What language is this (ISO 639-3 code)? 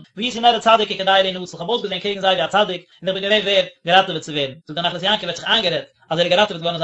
yid